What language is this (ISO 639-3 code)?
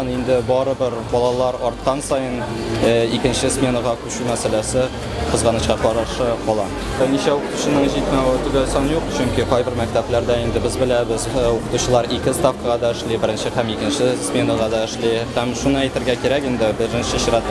tat